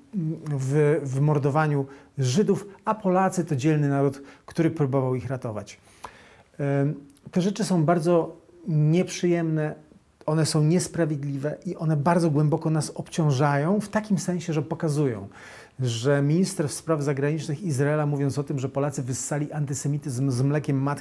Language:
Polish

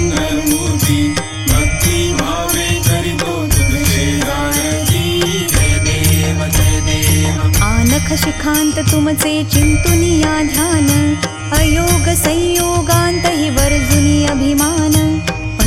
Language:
Marathi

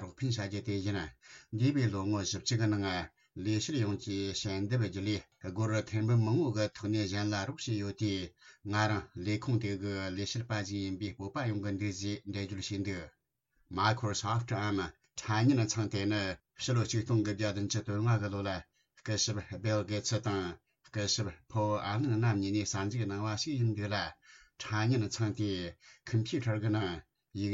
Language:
Tibetan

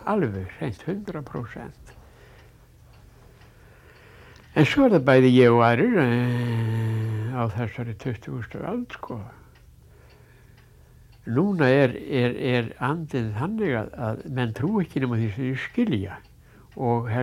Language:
Icelandic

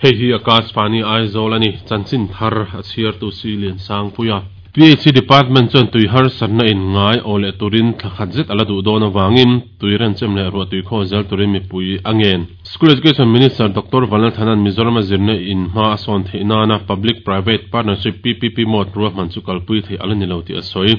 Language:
Mizo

